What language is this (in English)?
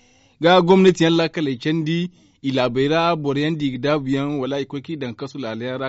Zarma